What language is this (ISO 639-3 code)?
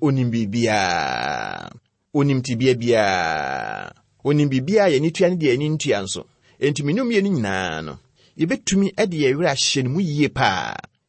aka